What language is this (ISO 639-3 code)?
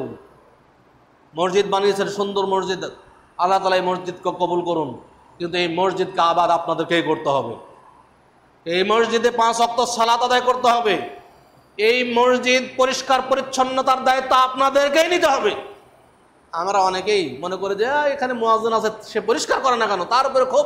ben